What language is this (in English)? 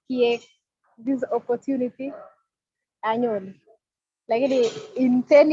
Kalenjin